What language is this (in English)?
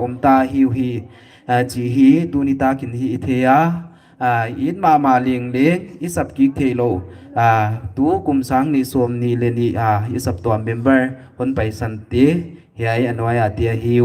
Paite Chin